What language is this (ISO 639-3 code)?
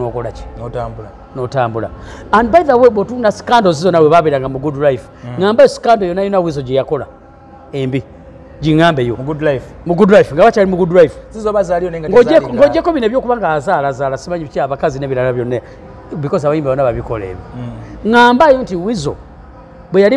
lug